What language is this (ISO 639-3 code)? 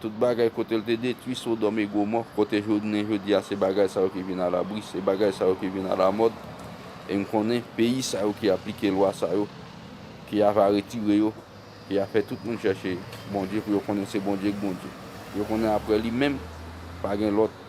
hat